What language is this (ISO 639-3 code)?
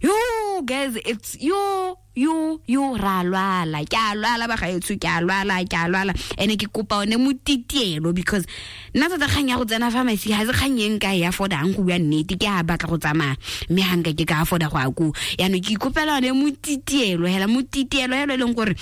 tsn